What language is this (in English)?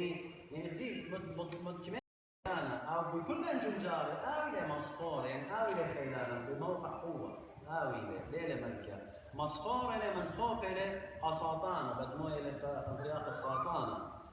Assyrian Neo-Aramaic